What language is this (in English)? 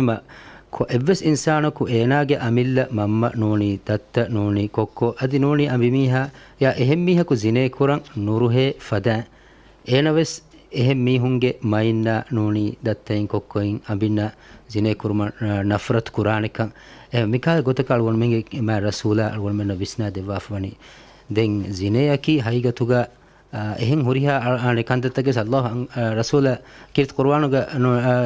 Divehi